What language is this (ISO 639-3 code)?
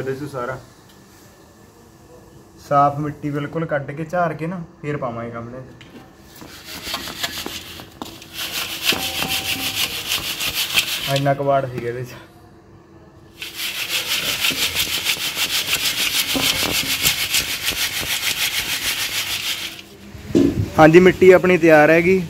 pan